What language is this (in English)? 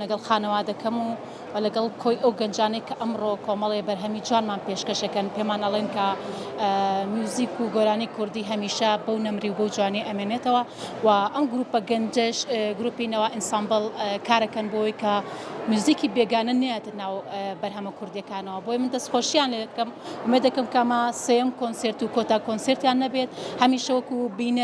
Central Kurdish